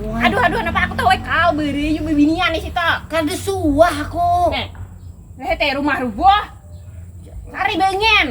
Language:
Banjar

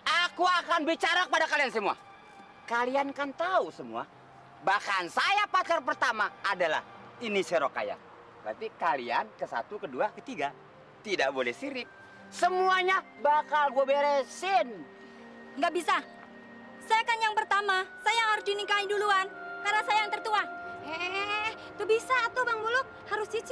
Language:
Betawi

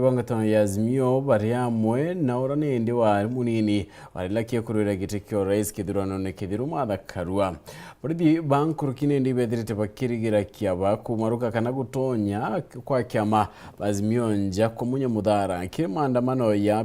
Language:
Meru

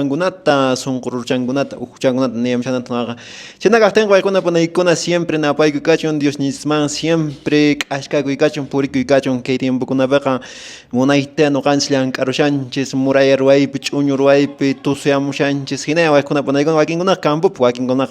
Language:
Quechua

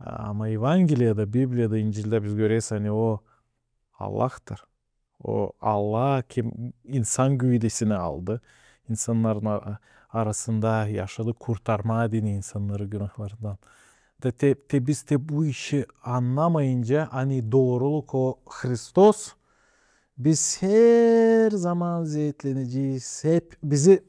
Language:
Gagauz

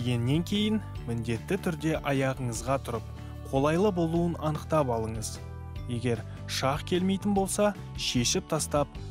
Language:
Kazakh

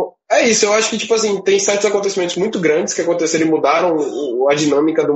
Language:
Portuguese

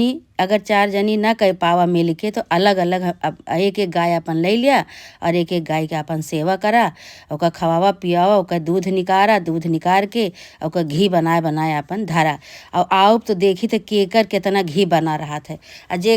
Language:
Awadhi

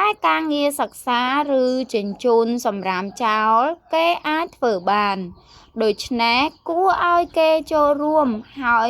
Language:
Khmer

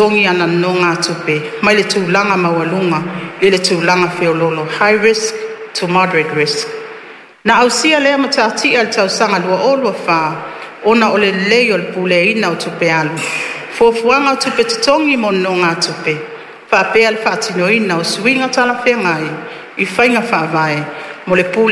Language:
Samoan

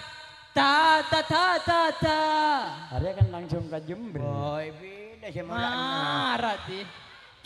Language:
Madurese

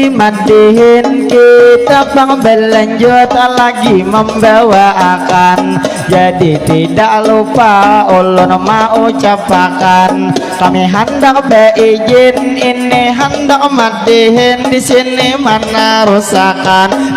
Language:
Banjar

